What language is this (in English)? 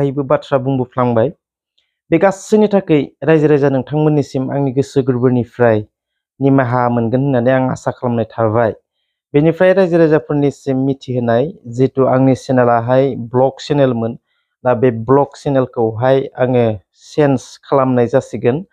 Bodo